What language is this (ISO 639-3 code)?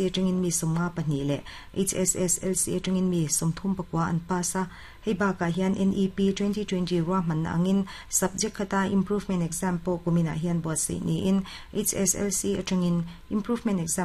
lus